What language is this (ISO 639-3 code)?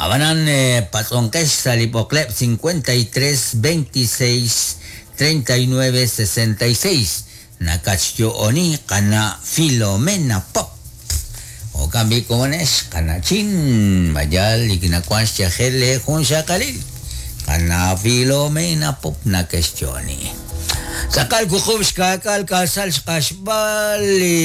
kek